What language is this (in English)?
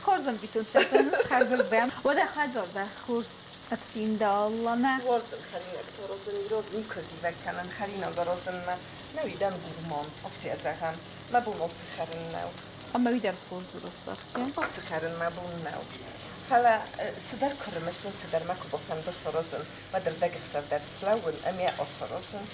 Ossetic